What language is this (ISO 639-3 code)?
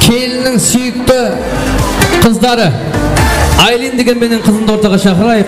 kaa